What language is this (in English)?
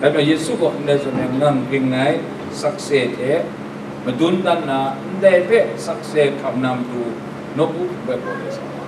Kachin